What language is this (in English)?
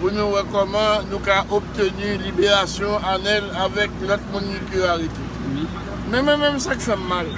Haitian Creole